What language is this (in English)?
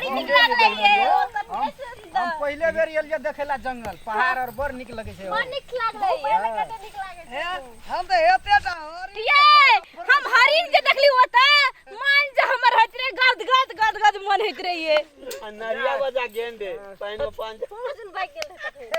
Maithili